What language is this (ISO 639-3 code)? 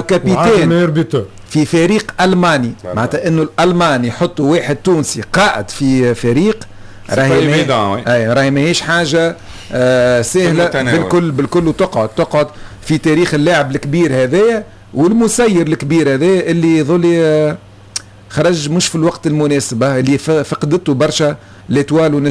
aeb